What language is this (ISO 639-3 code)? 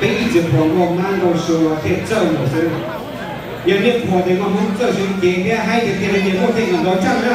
hmn